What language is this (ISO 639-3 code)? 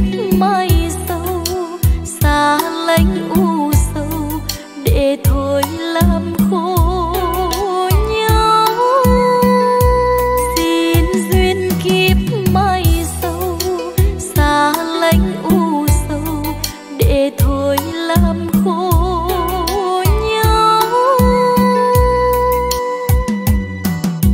vie